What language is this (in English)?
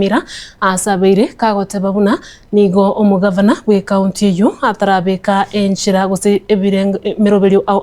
Gusii